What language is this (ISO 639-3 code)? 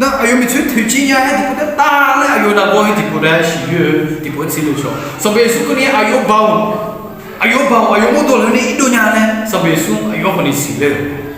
ahk